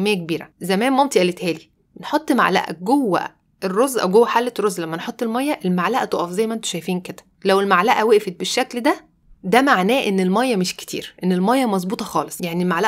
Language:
Egyptian Arabic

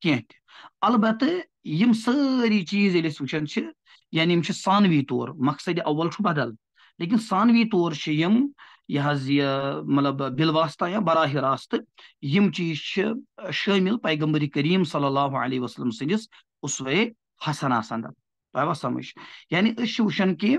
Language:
Kashmiri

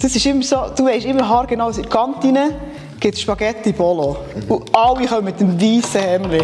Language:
Swiss German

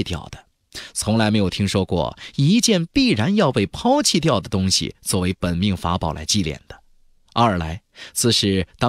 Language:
Chinese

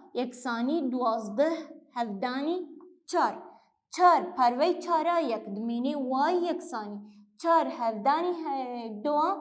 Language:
Kurdish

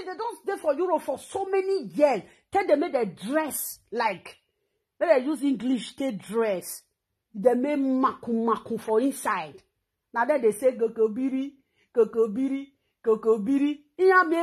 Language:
Nigerian Pidgin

